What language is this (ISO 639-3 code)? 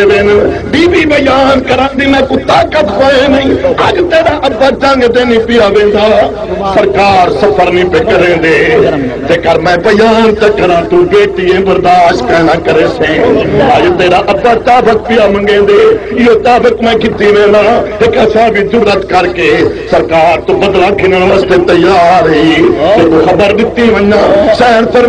skr